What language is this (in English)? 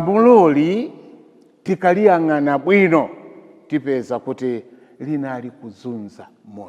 Nyanja